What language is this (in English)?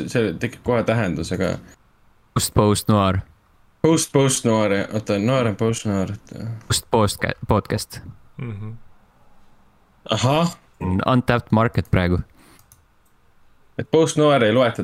Estonian